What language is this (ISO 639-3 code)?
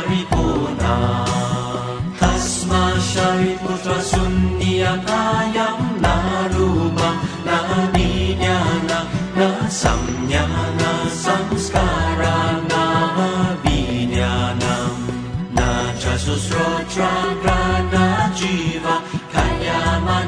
san